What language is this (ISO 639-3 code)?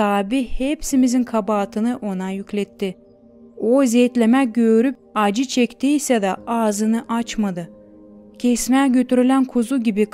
gag